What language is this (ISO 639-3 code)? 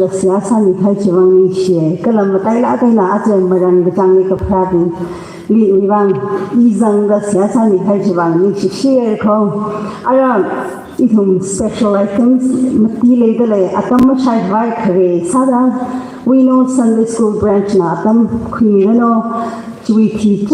nmf